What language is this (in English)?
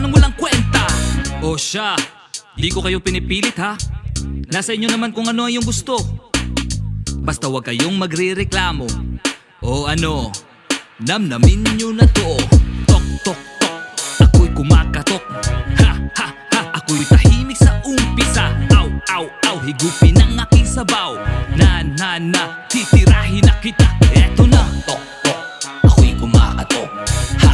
Filipino